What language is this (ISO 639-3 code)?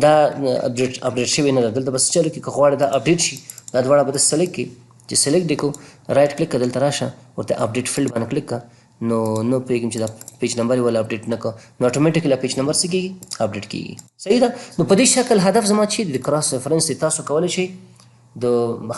pus